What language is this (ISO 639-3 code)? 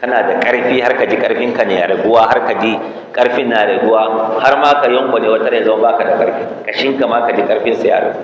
hau